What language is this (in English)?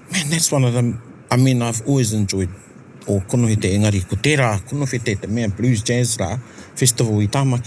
Māori